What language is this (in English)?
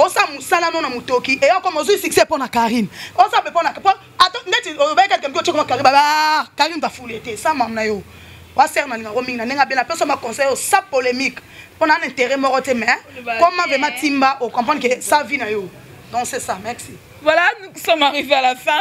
Lingala